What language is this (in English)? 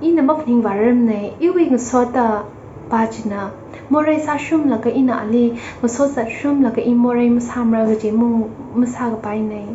Tangkhul Naga (India)